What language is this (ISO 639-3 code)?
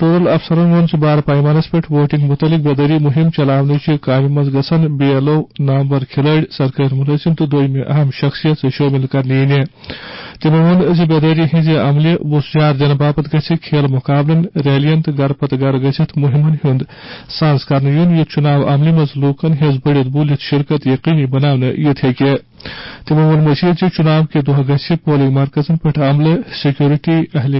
kas